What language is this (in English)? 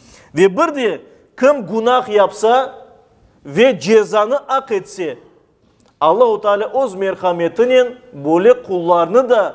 Crimean Tatar